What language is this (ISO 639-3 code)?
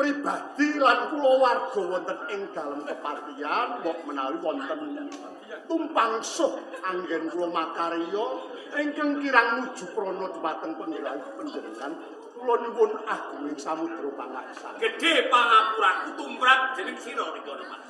jav